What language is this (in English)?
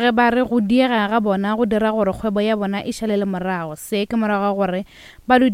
Northern Sotho